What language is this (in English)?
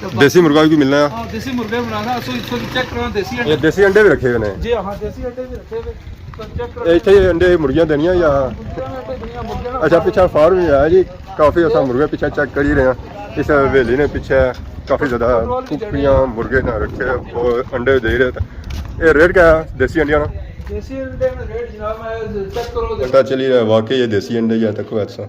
Pahari-Potwari